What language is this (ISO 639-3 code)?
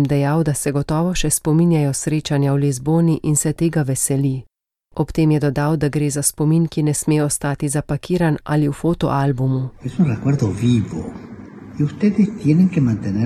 slv